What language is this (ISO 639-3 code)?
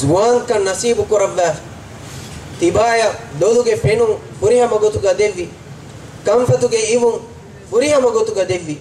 div